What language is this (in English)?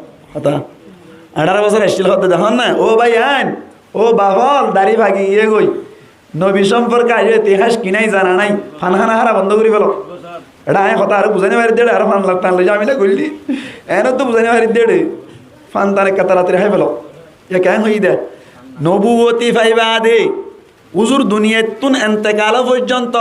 Rohingya